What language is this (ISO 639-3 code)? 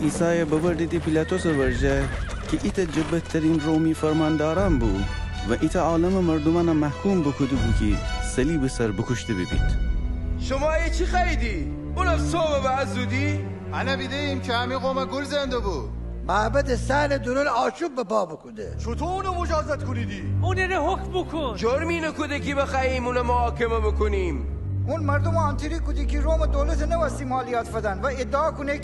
glk